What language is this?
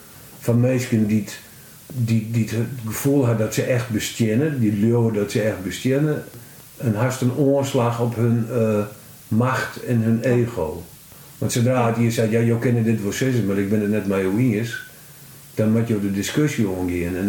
Western Frisian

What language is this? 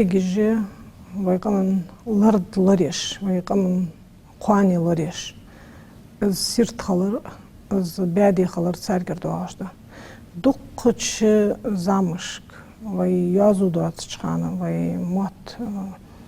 Ingush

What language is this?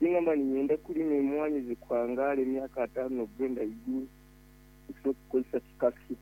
Nyoro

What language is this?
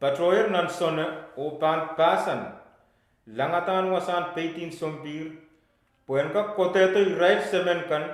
Pohnpeian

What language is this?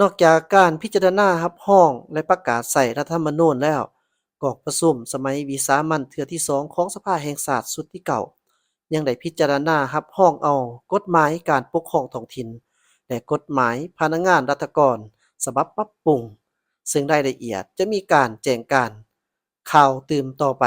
Lao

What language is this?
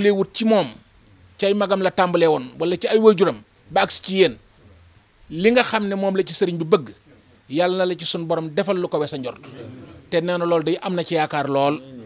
Wolof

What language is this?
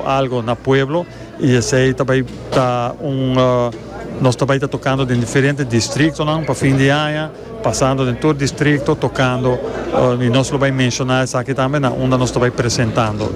Papiamento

